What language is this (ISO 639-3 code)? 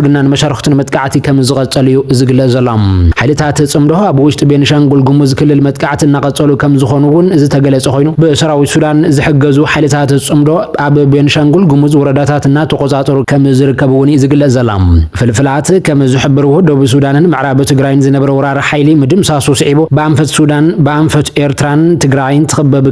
tir